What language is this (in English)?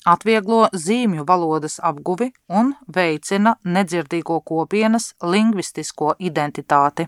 Latvian